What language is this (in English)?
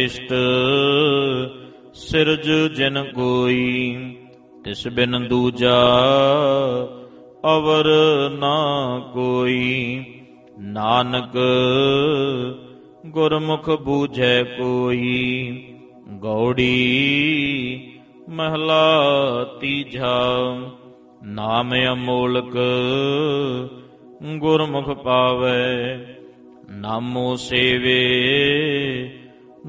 Punjabi